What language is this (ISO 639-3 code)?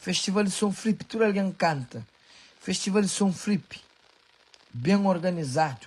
kea